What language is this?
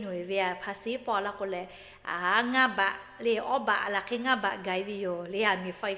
Lahu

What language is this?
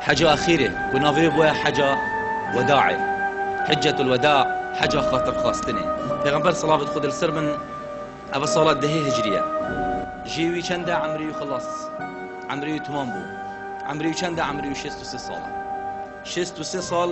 Kurdish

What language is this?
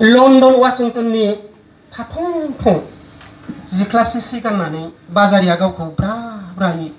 Bodo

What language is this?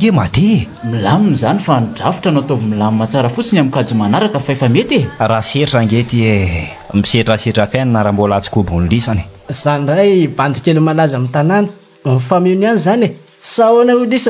Malagasy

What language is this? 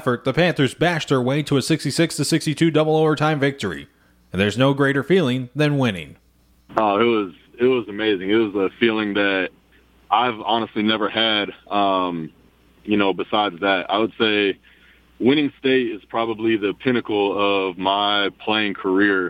English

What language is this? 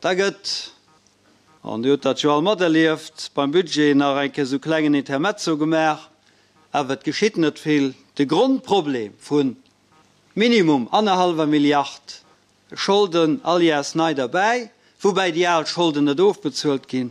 Luxembourgish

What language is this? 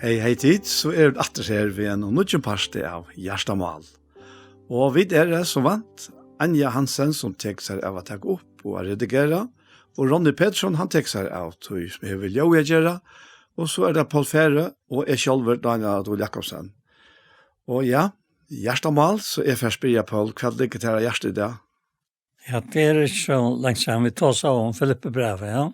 Faroese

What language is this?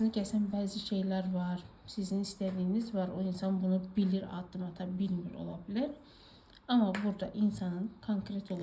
Azerbaijani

